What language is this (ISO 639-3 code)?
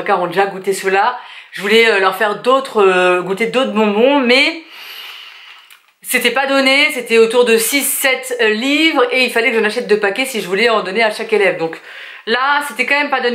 fra